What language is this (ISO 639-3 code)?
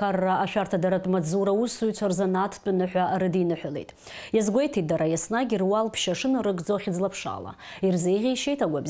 abk